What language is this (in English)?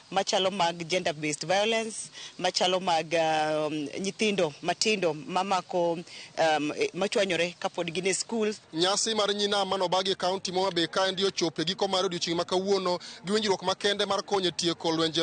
Luo (Kenya and Tanzania)